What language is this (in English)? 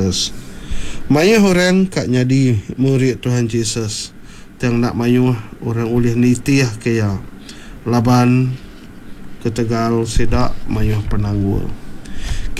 Iban